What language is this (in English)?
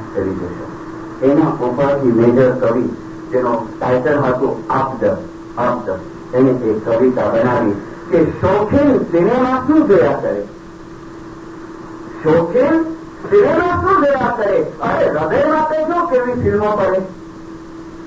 Gujarati